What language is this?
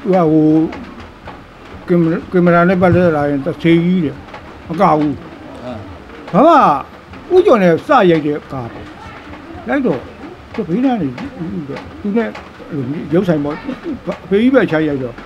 Burmese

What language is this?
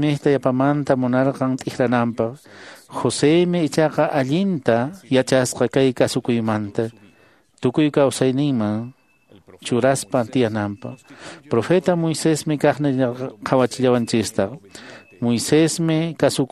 Quechua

